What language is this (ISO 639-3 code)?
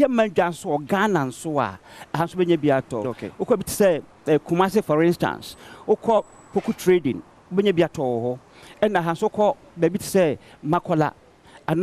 aka